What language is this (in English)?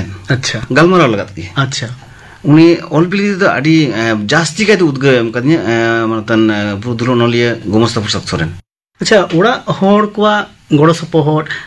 Santali